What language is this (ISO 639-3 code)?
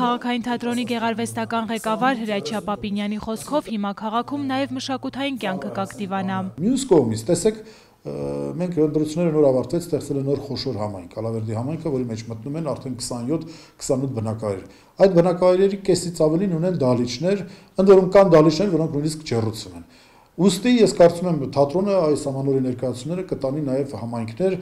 hye